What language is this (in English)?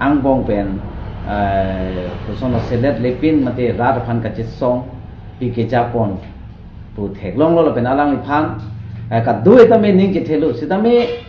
Karbi